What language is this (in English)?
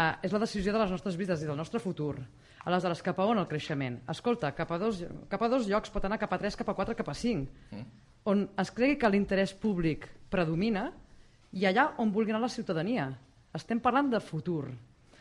Catalan